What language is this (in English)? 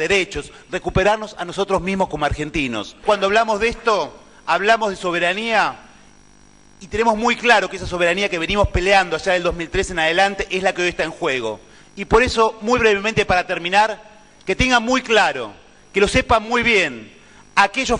Spanish